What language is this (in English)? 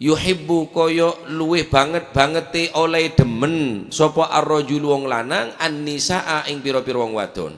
Madurese